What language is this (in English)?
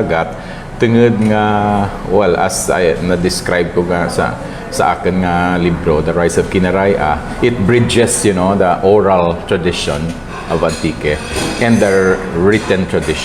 Kinaray-a